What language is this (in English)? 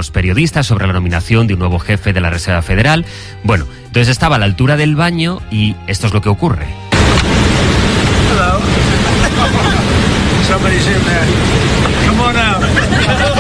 Spanish